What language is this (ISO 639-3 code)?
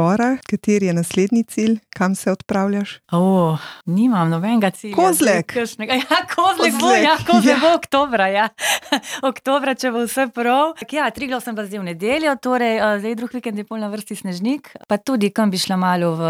slv